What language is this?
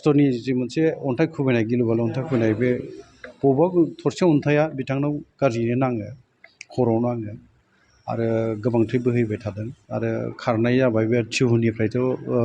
Bodo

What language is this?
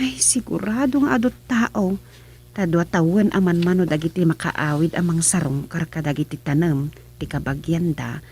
Iloko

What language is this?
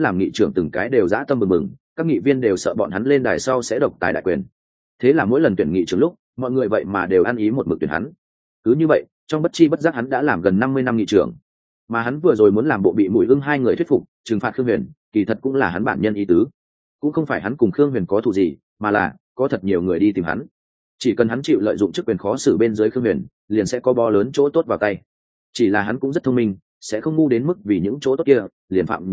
Vietnamese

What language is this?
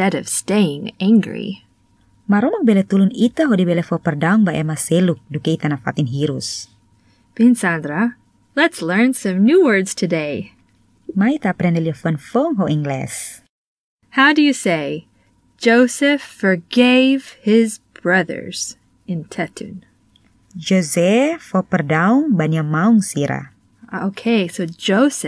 Tetum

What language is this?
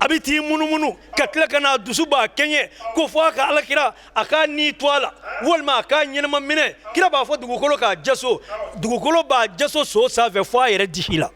Bambara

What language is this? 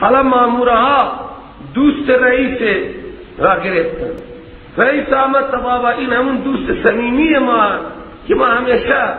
Persian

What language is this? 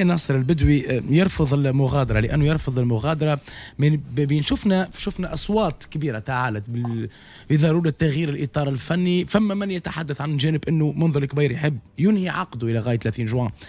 Tunisian Arabic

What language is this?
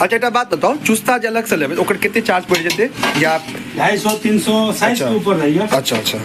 Maithili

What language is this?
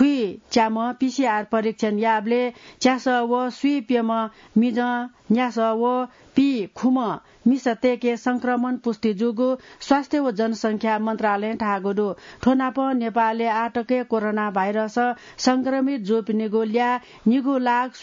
Newari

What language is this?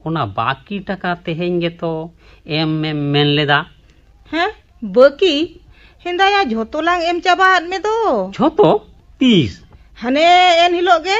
Santali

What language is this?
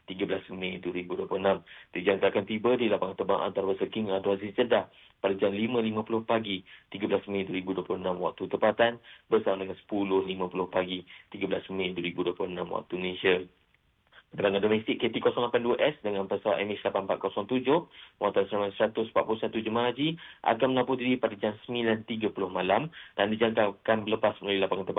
Malay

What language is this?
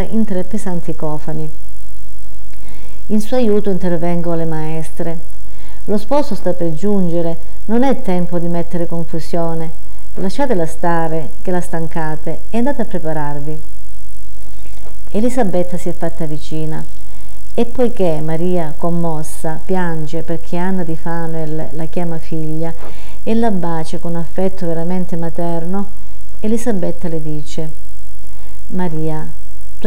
Italian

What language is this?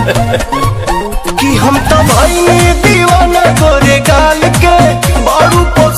Bhojpuri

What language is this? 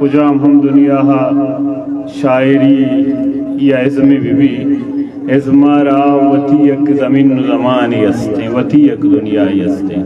Eastern Balochi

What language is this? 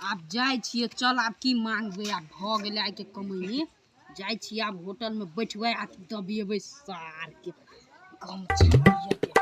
Maithili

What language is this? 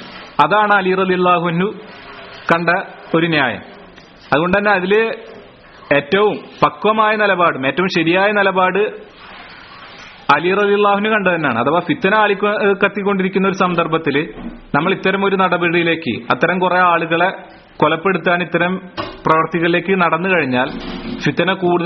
Malayalam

